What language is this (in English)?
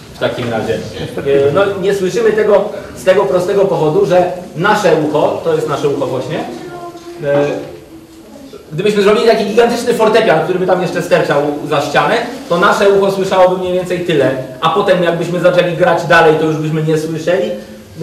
Polish